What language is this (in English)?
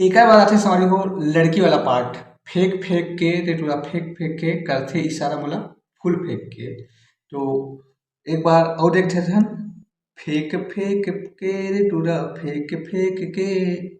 Chhattisgarhi